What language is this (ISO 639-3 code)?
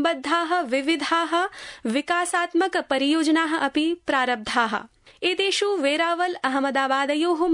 san